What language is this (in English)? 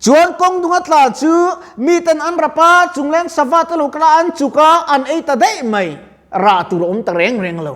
Mizo